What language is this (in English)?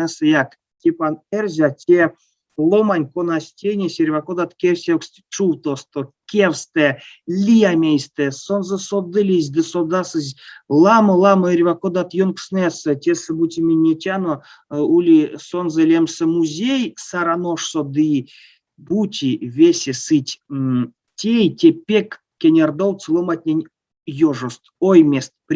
Erzya